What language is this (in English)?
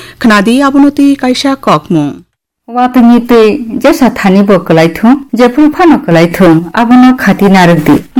Kok Borok